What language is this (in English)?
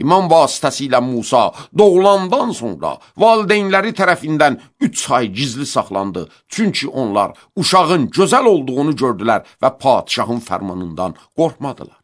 Azerbaijani